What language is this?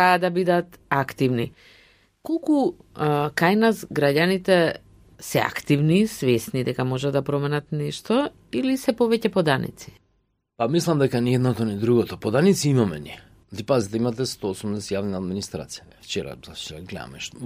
Macedonian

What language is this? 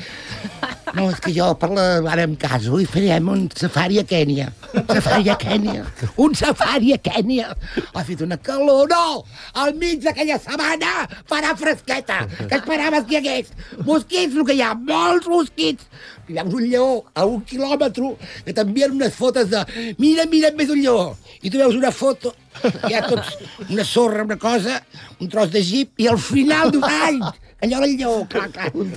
Catalan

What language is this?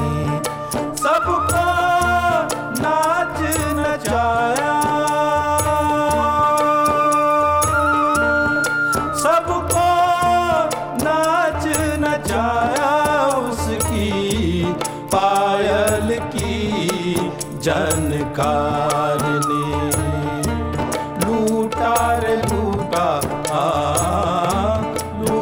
Hindi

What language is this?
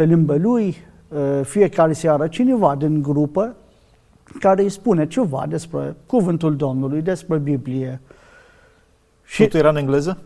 Romanian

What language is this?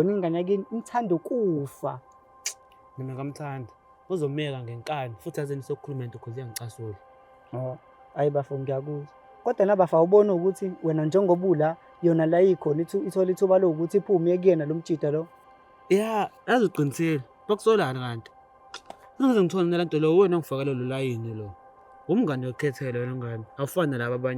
Zulu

